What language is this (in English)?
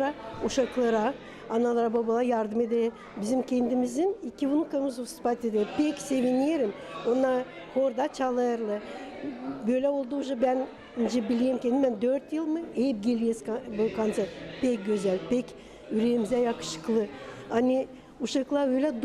Gagauz